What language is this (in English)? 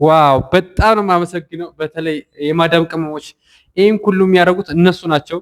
Amharic